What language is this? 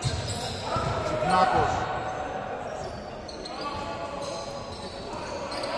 Greek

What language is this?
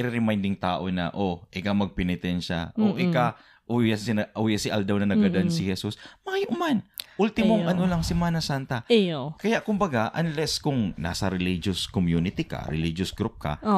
Bikol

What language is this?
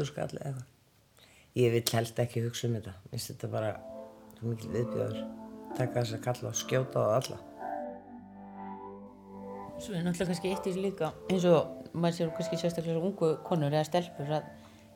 Icelandic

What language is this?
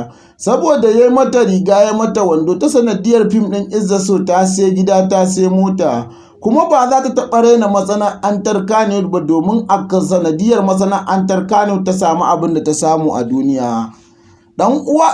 Hausa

